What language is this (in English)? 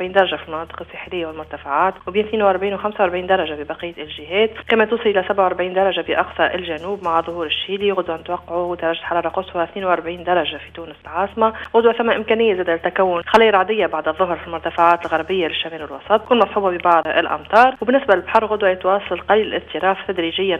Tunisian Arabic